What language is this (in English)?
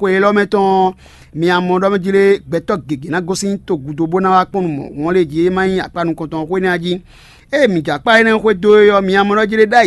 Fon